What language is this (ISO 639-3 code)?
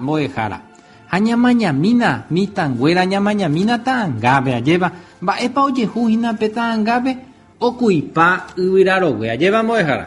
grn